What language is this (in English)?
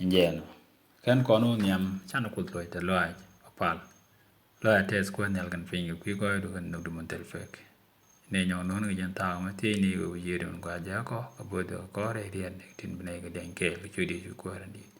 Nuer